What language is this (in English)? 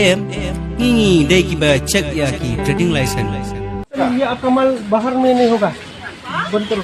Khasi